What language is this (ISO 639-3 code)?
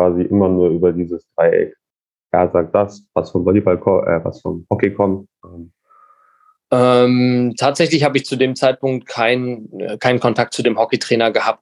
deu